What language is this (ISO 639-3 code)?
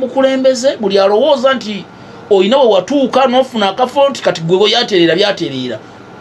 lug